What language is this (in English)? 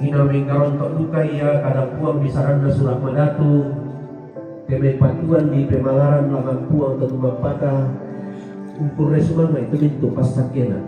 Toraja-Sa'dan